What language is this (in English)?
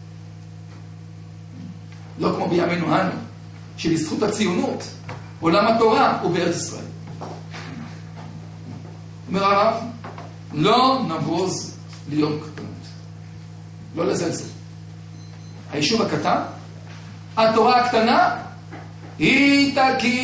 Hebrew